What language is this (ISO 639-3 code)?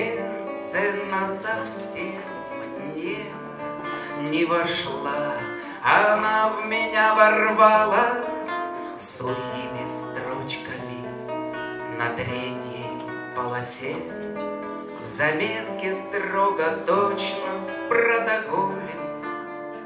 rus